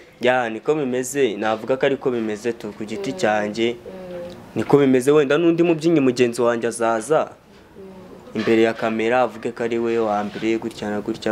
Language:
Kinyarwanda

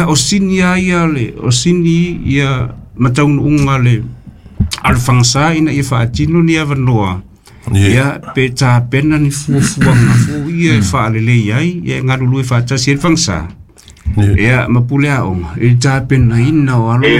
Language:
Samoan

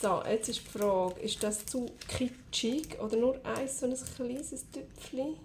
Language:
Swiss German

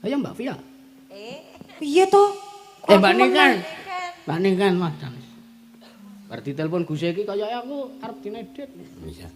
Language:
Javanese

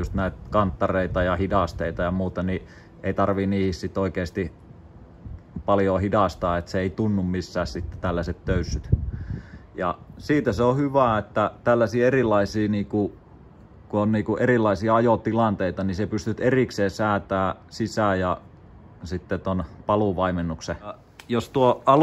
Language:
Finnish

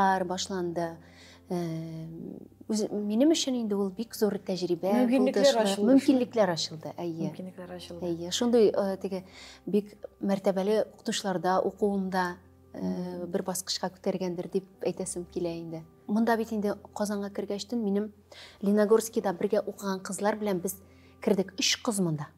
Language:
Tatar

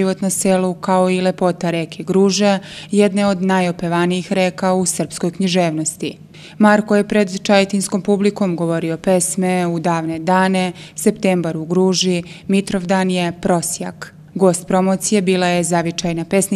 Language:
Serbian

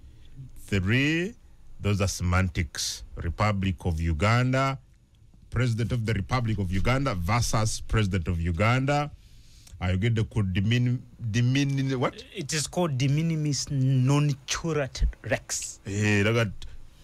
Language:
Ganda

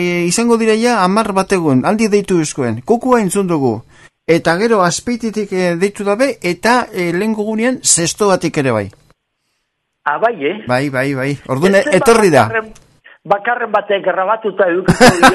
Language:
Basque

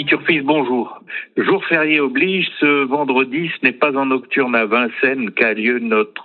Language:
French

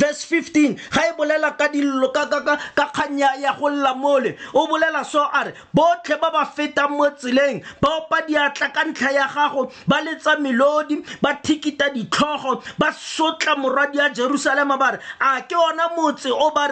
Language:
Tswana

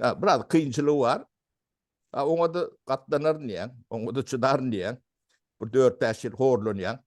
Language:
Turkmen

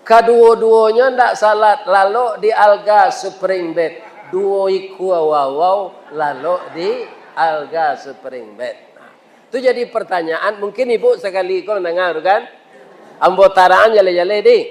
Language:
Minangkabau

